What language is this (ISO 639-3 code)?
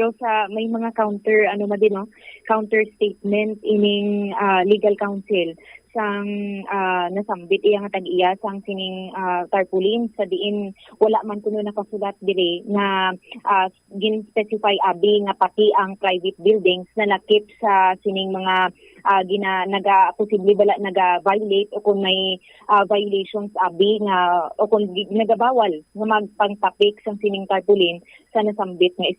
hil